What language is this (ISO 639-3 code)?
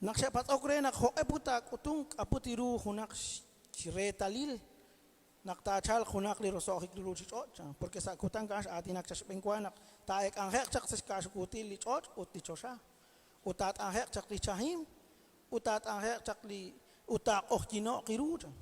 kek